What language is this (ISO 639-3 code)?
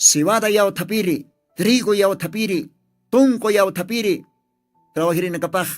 aym